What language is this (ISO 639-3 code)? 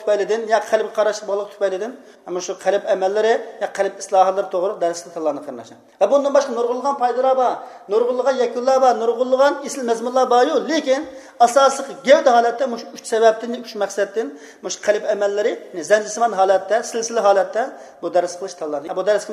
uig